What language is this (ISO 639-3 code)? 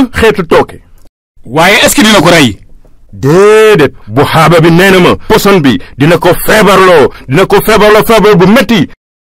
wol